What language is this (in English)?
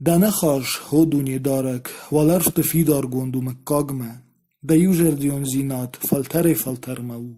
Ossetic